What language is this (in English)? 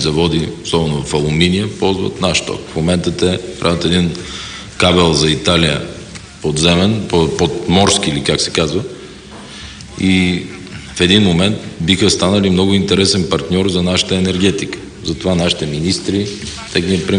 Bulgarian